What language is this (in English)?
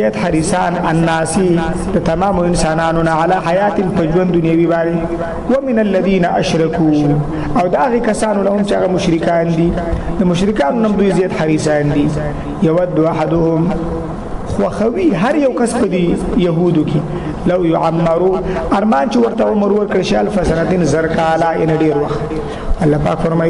Pashto